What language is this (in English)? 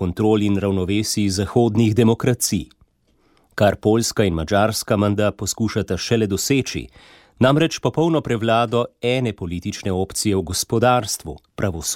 Slovenian